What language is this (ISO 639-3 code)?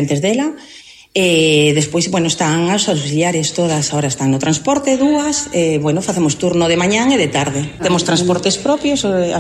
glg